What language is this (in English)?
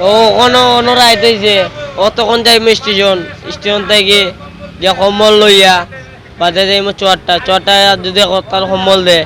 Sylheti